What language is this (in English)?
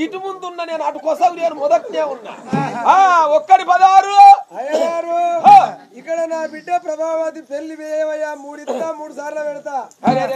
Telugu